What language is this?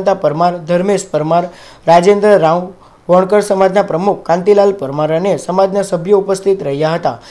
Gujarati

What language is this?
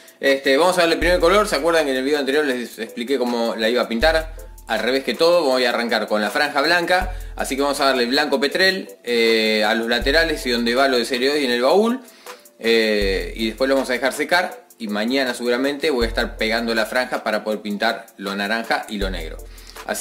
Spanish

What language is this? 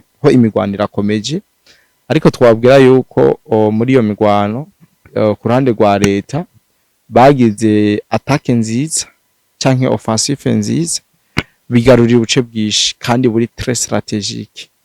Rundi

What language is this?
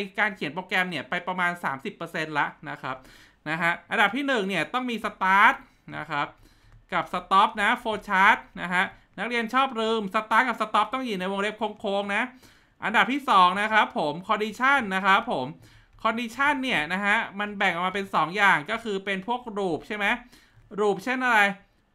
Thai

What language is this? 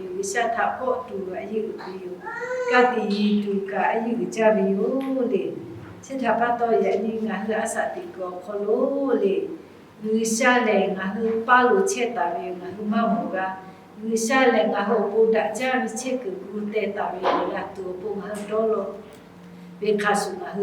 Lahu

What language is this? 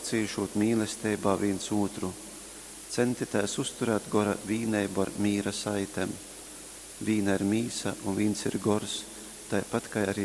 Latgalian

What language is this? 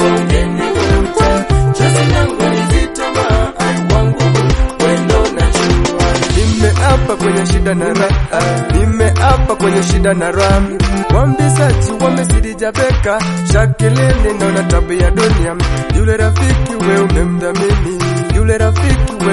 Swahili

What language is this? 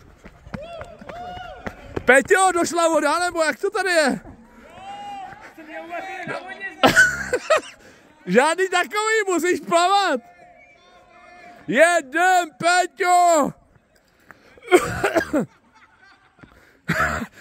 Czech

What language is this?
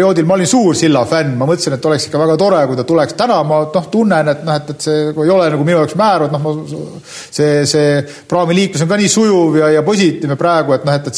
Estonian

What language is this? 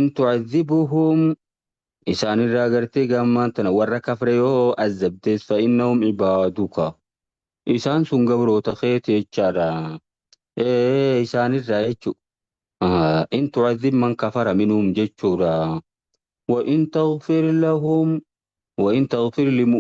Oromo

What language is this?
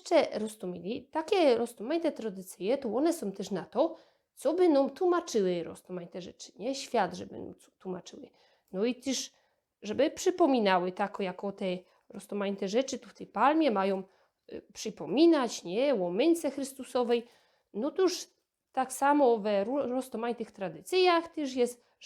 Silesian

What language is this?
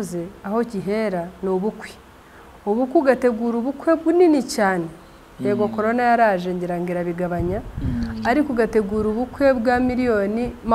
Kinyarwanda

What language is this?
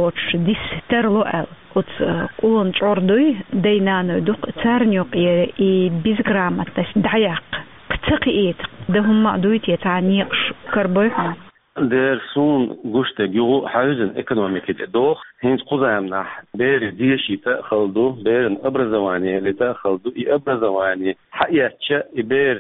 Chechen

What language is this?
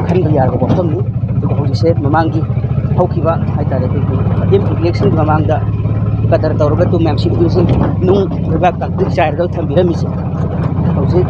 Manipuri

